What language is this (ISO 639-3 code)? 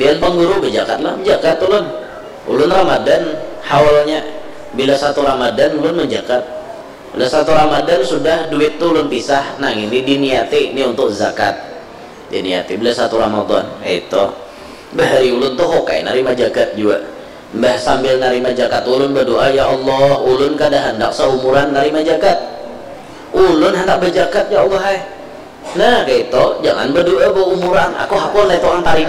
bjn